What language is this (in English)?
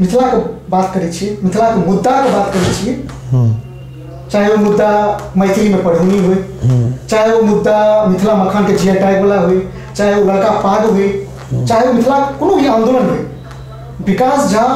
Maithili